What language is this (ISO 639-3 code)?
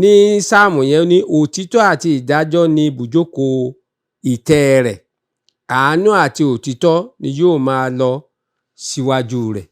yor